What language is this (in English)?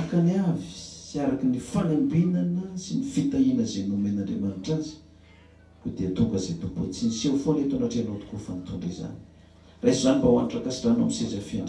Malagasy